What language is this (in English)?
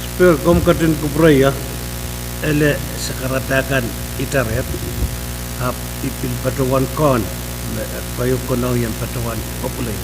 Pohnpeian